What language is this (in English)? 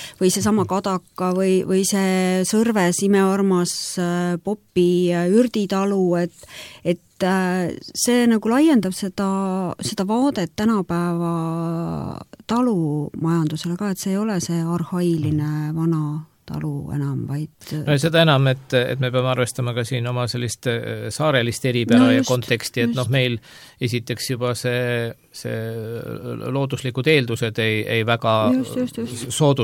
Estonian